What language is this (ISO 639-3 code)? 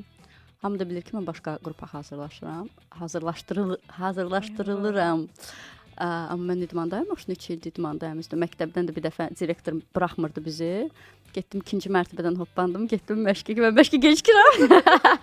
aze